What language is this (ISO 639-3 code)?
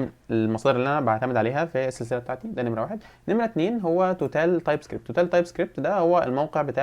arz